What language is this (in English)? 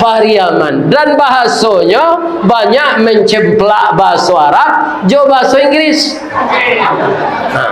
Minangkabau